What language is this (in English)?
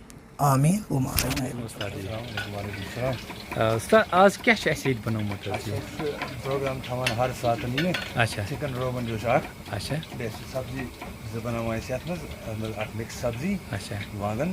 Kashmiri